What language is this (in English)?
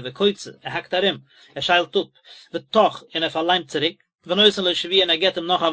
Yiddish